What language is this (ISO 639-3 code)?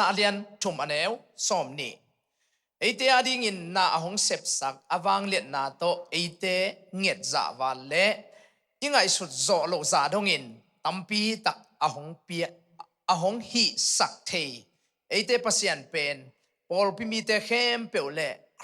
ctd